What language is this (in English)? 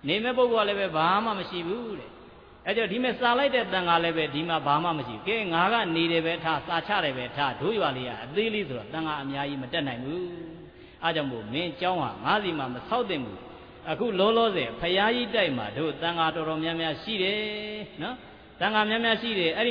Burmese